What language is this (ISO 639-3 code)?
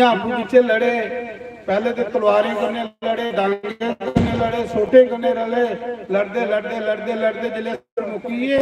doi